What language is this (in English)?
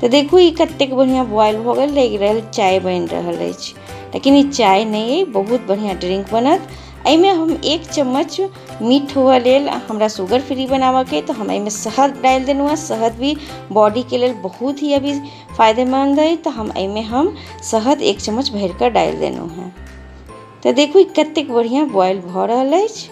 Maithili